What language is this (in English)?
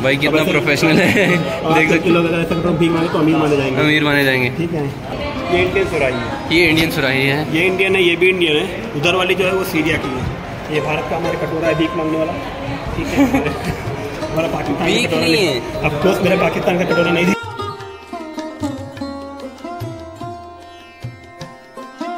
Hindi